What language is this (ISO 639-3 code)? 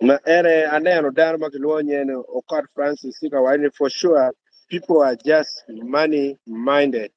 ach